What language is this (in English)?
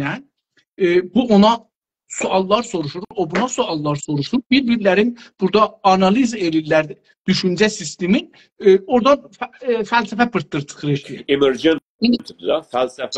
South Azerbaijani